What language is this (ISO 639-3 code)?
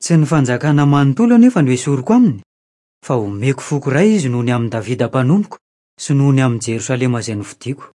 mlg